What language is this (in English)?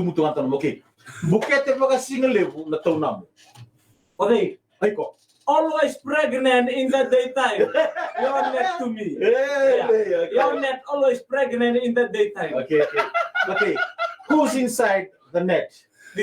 Fijian